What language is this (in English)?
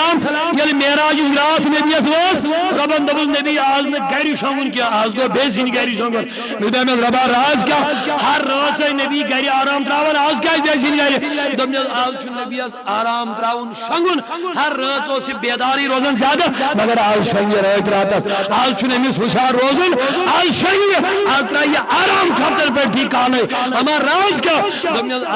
Kashmiri